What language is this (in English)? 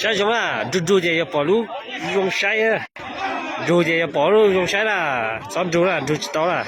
Hmong